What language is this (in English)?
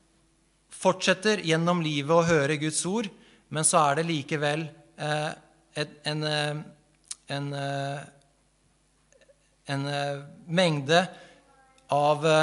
Norwegian